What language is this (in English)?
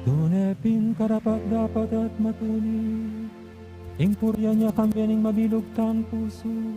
Pampanga